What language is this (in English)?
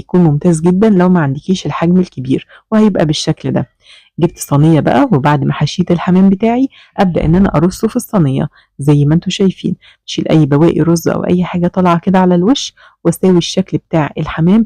Egyptian Arabic